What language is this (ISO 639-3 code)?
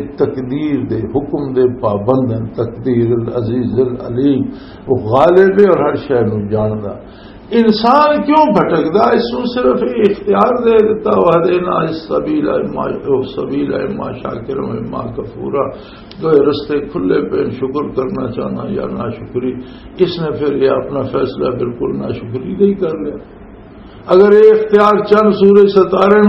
lah